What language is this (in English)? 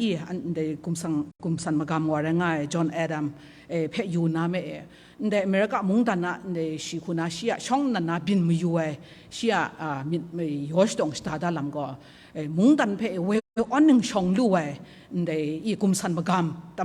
Kachin